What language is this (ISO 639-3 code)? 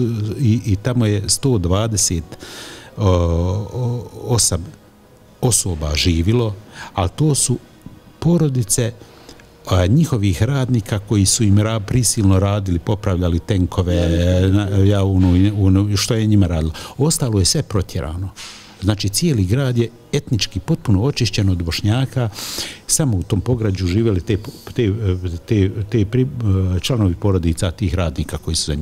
bos